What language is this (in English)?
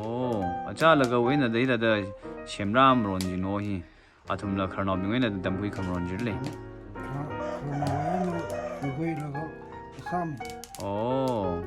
Tangkhul Naga (India)